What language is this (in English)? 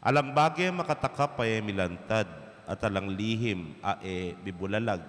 Pampanga